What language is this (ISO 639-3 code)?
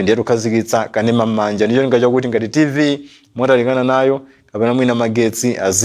nya